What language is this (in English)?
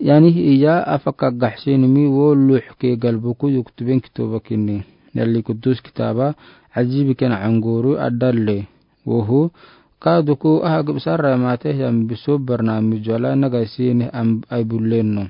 Afar